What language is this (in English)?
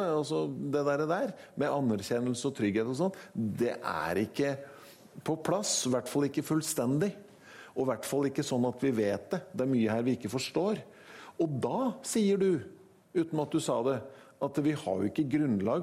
Norwegian